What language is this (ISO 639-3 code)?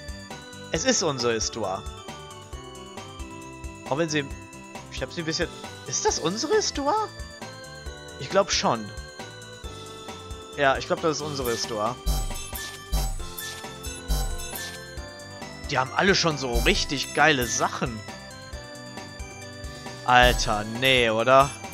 deu